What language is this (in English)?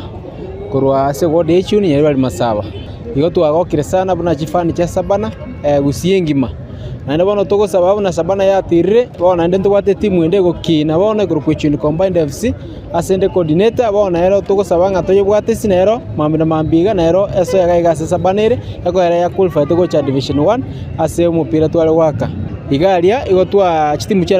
Gusii